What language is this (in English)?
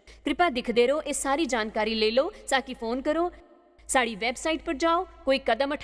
Dogri